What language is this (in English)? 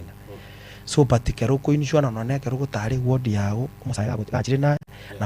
Gusii